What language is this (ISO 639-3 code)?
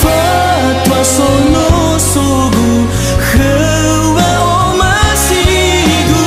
nia